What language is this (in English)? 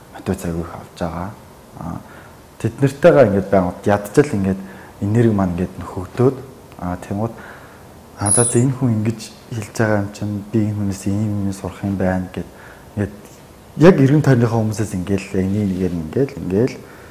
Mongolian